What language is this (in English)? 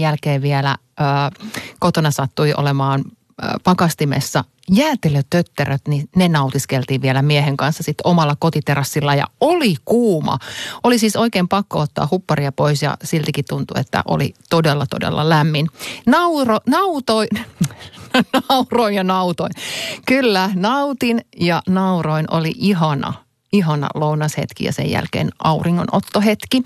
Finnish